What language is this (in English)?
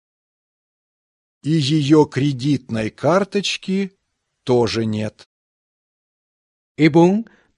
Bangla